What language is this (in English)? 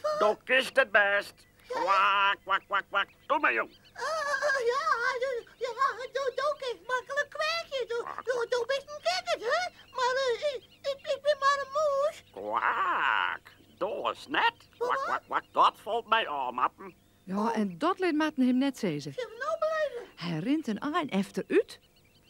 Western Frisian